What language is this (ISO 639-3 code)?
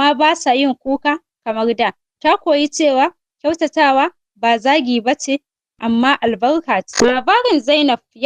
hau